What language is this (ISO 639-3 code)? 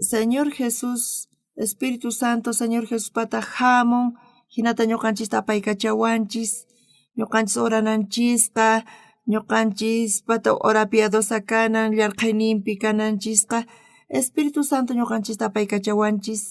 quh